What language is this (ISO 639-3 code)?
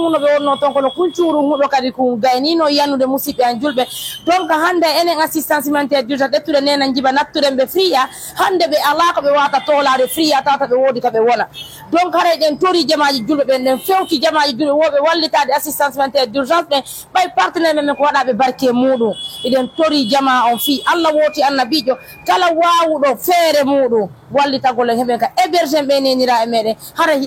fuf